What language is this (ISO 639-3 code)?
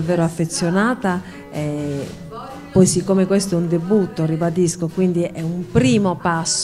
ita